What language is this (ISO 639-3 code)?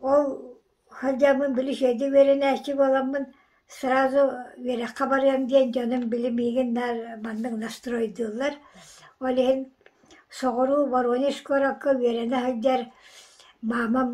sah